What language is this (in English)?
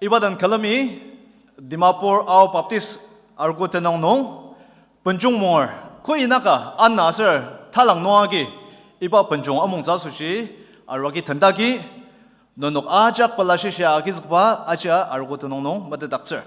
Ao Naga